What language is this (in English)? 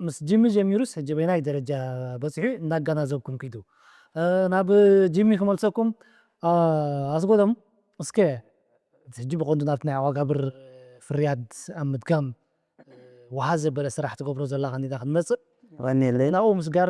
Tigrinya